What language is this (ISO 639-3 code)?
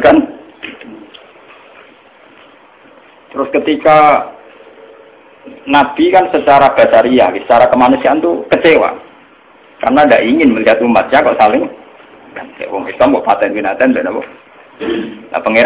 ind